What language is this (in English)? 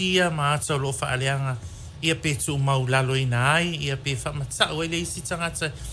Samoan